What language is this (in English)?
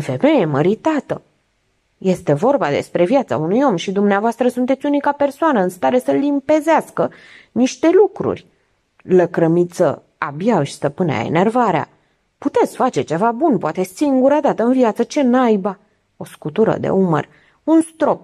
Romanian